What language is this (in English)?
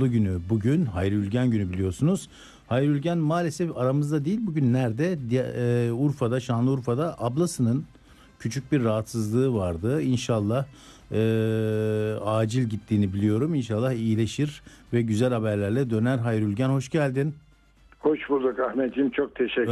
Turkish